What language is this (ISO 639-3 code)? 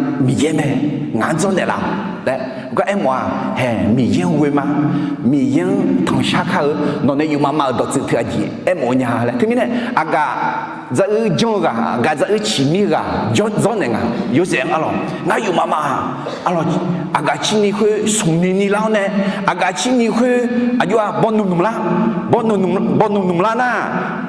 ahk